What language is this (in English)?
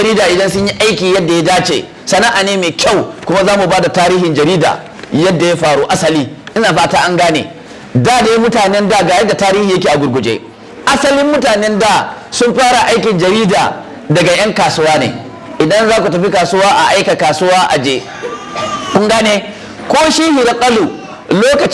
Hausa